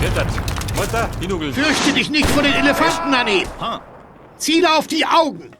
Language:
Bavarian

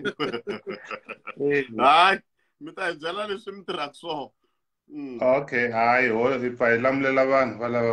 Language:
Tsonga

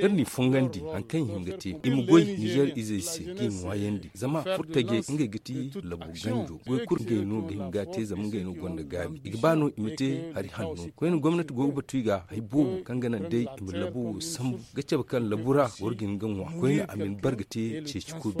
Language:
Zarma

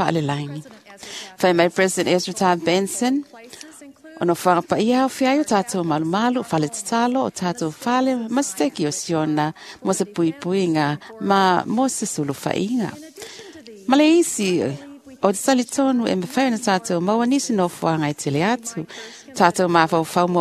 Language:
Samoan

